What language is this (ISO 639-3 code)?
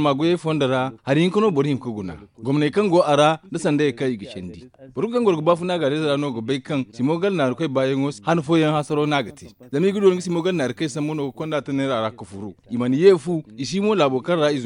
dje